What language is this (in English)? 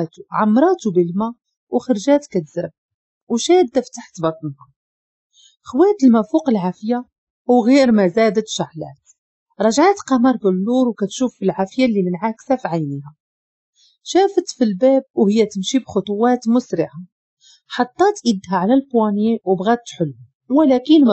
Moroccan Arabic